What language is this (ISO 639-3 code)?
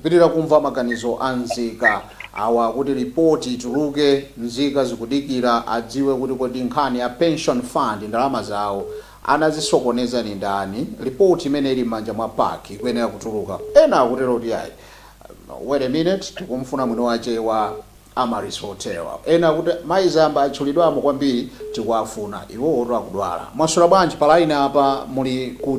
nya